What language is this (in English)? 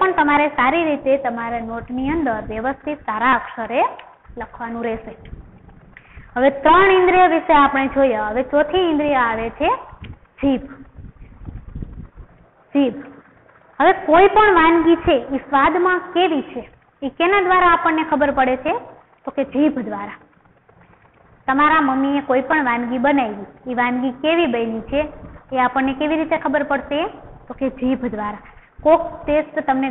Gujarati